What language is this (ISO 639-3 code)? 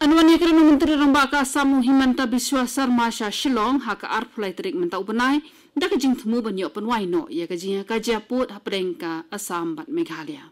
kha